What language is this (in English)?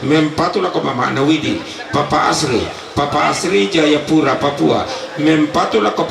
Toraja-Sa'dan